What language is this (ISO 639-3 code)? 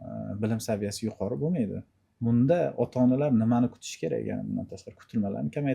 uzb